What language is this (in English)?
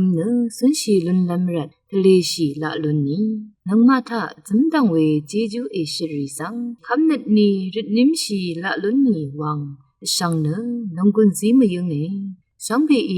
Rawang